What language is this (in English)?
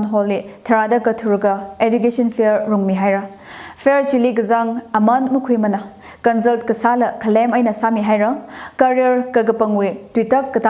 Tangkhul Naga (India)